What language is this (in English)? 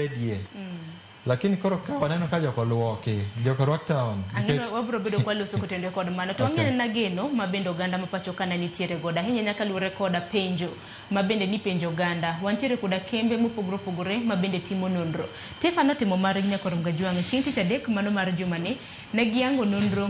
Luo (Kenya and Tanzania)